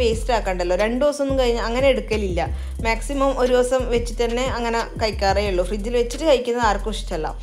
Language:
Malayalam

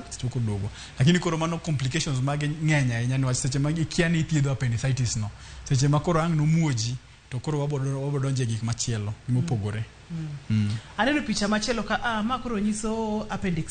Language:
Luo (Kenya and Tanzania)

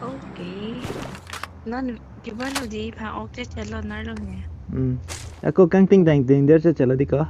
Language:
Karbi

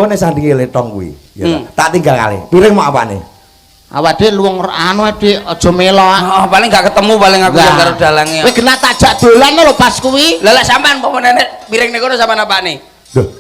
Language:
Javanese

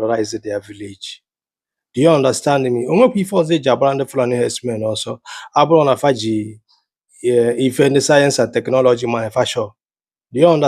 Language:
Igbo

